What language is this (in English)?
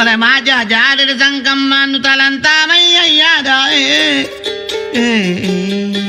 Makasar